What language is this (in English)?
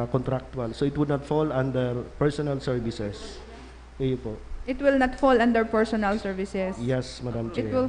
Bikol